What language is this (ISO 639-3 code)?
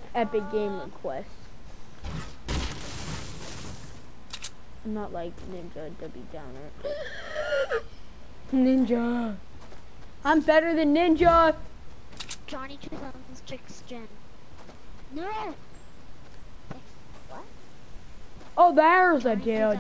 eng